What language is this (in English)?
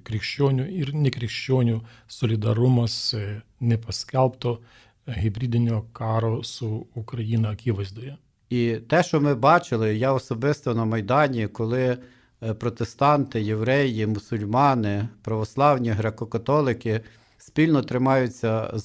Lithuanian